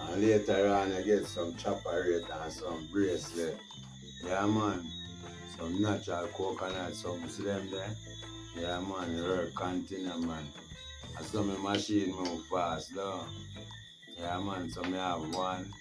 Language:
Jamaican Creole English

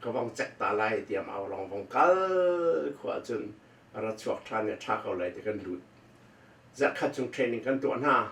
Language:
Hakha Chin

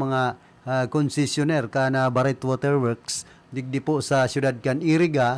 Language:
Bikol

